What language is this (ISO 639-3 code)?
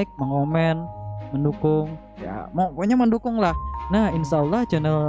bjn